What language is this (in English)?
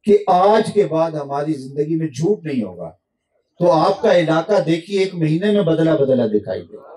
Urdu